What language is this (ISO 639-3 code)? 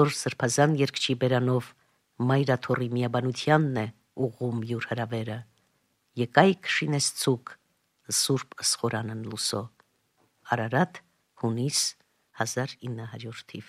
hye